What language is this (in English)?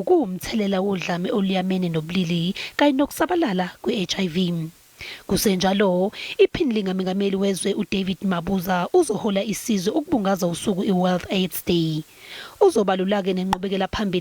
Zulu